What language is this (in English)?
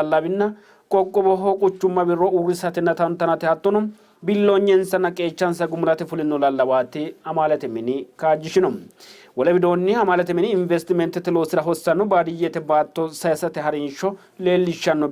Sidamo